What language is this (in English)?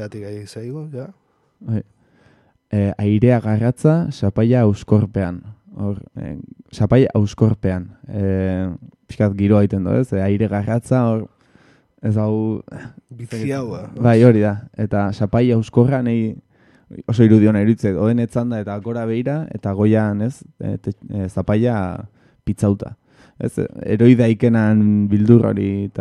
Basque